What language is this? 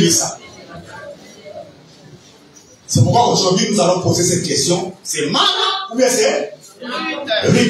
French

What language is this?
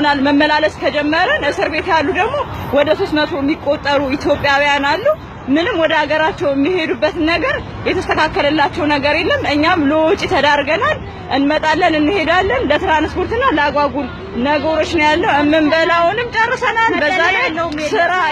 Amharic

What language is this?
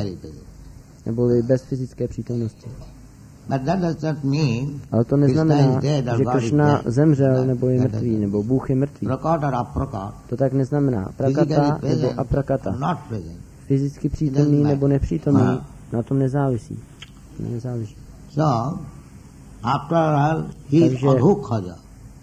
Czech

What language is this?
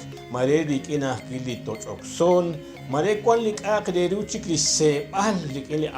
Kekchí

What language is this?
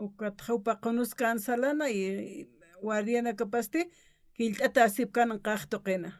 Aymara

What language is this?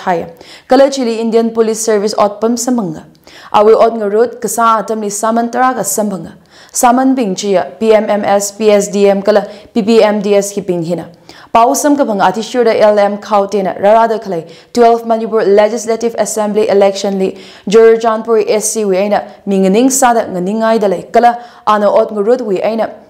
Tangkhul Naga (India)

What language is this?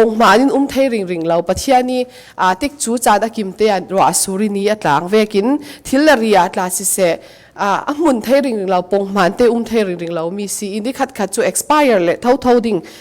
Falam Chin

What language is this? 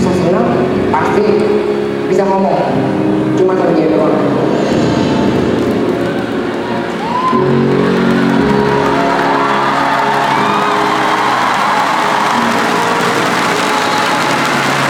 Indonesian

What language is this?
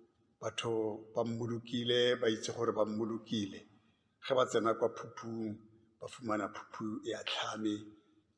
Tswana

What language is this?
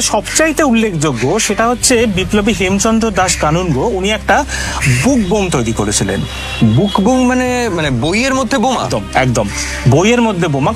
Bangla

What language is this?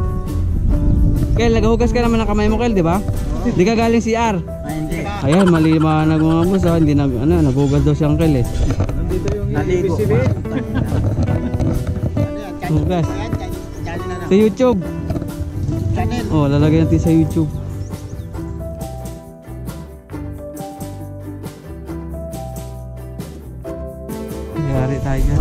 Filipino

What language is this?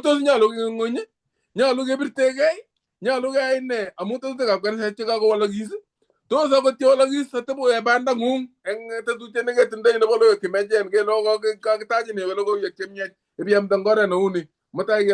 Kalenjin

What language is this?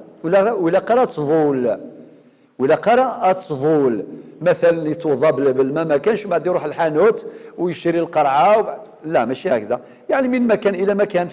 Algerian Arabic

